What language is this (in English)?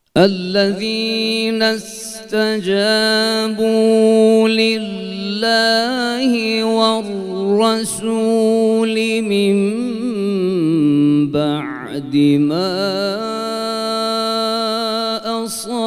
Arabic